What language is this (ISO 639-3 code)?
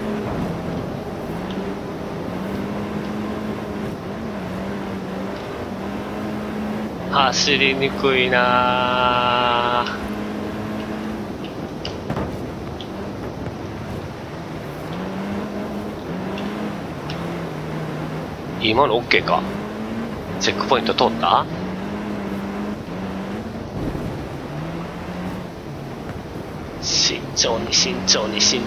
jpn